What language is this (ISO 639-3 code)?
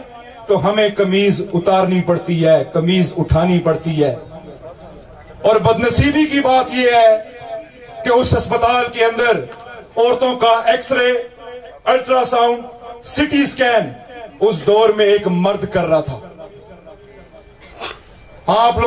urd